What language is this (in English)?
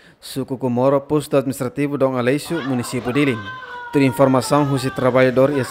Tetum